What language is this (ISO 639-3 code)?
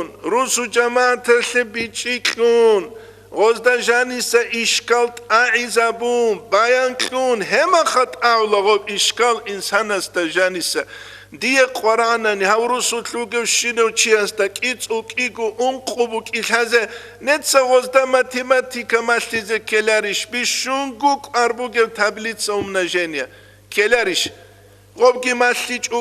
ava